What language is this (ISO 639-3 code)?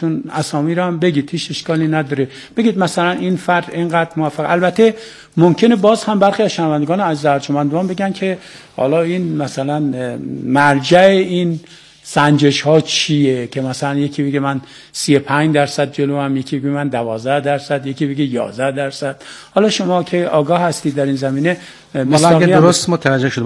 fas